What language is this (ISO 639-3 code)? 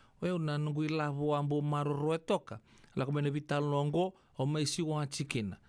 fij